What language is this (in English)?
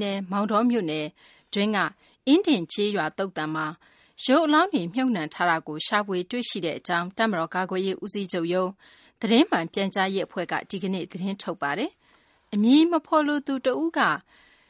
Burmese